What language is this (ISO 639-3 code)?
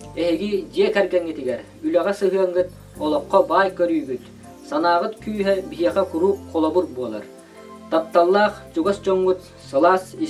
sah